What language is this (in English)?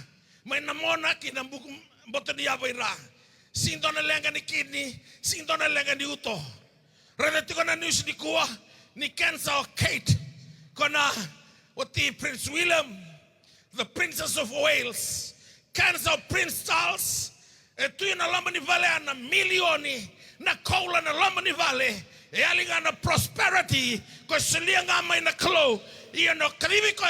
Fijian